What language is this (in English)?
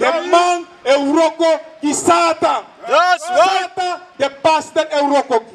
Sranan Tongo